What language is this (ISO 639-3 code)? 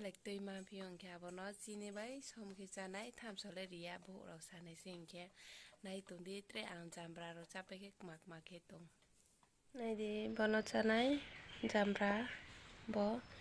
ria